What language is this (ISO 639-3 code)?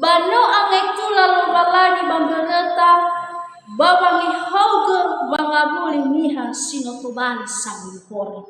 nia